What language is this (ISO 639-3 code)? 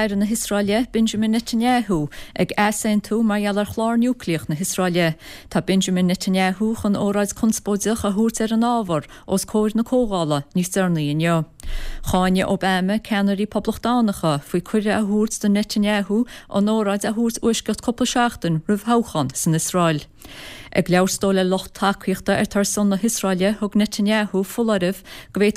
gle